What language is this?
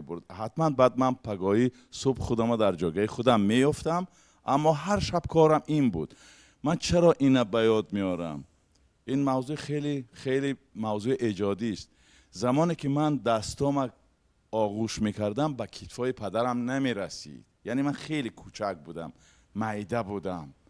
Tajik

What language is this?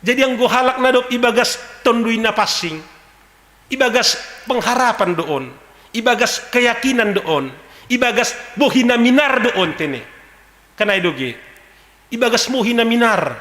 Batak Simalungun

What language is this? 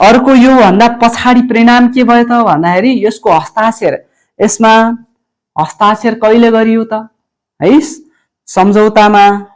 Nepali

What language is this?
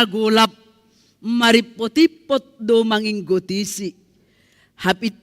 Batak Simalungun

